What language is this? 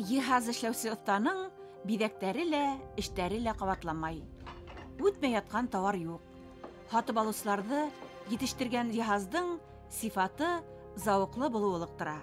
Bashkir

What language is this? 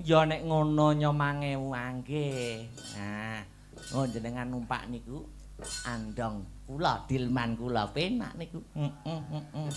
Javanese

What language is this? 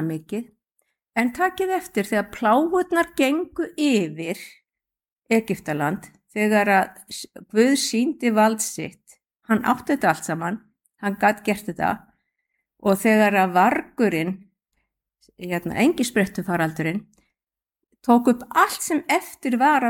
Icelandic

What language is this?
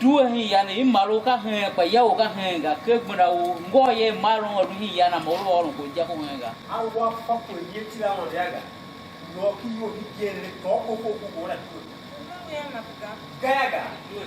Tiv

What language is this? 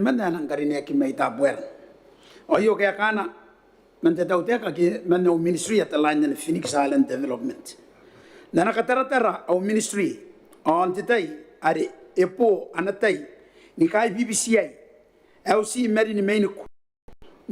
Gilbertese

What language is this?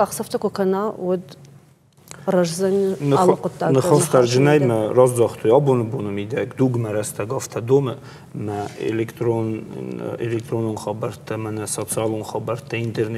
Ossetic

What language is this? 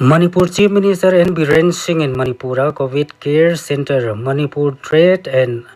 Paite Chin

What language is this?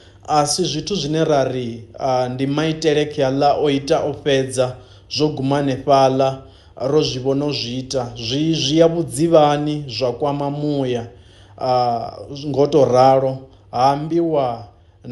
Venda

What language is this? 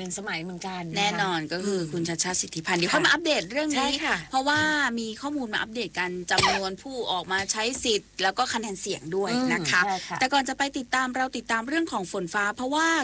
Thai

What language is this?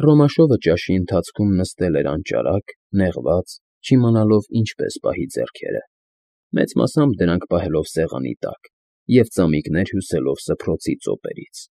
Armenian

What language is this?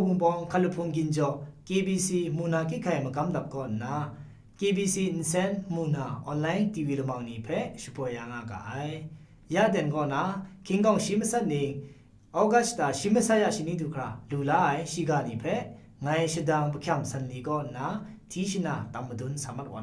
Kachin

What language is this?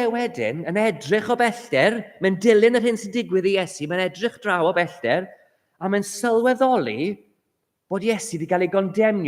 Welsh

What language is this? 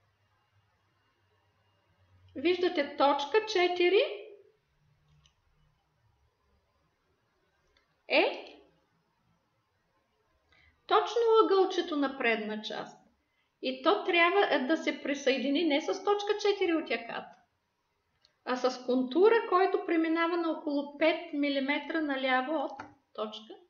Bulgarian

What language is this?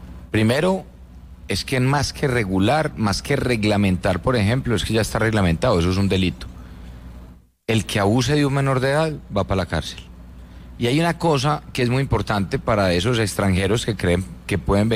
Spanish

